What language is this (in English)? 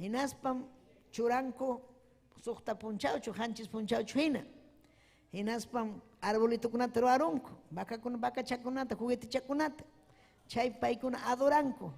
Ayacucho Quechua